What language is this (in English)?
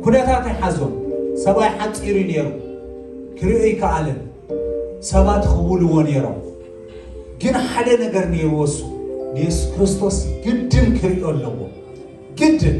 Tigrinya